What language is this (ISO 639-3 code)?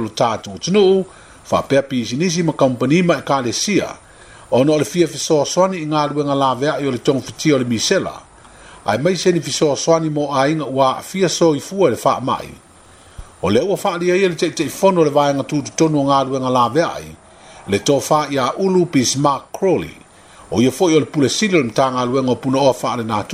smo